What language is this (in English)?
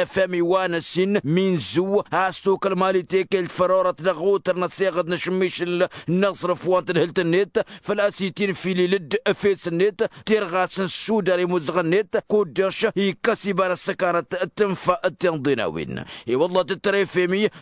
Tamasheq